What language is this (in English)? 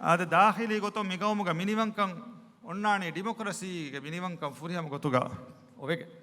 Divehi